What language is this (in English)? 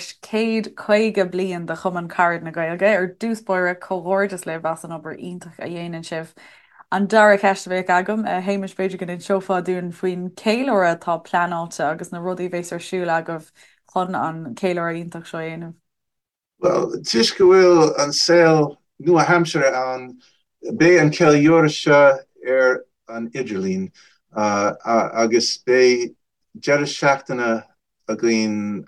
Irish